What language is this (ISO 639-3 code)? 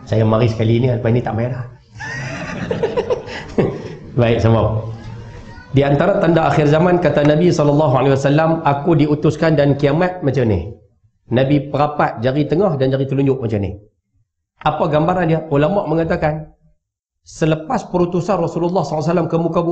msa